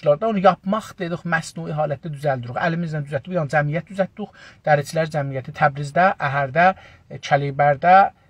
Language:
South Azerbaijani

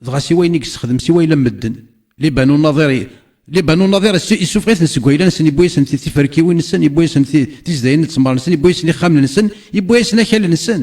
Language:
Kabyle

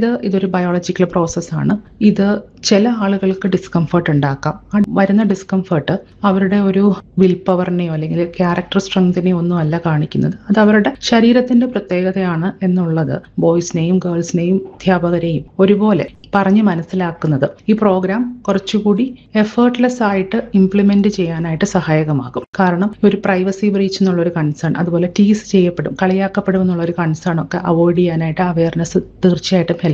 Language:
Malayalam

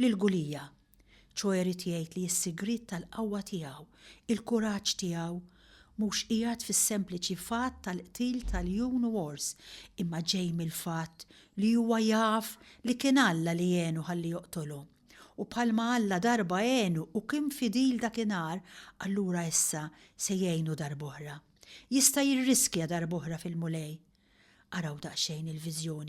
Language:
Maltese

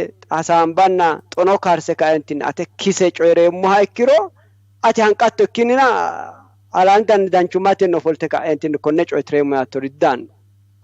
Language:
Sidamo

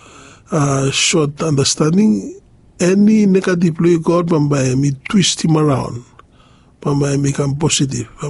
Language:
Bislama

